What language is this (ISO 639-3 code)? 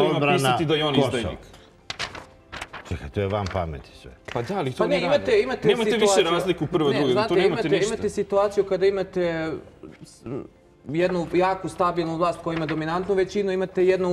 srp